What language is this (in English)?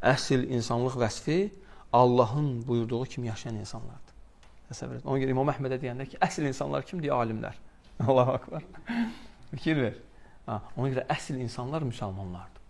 Azerbaijani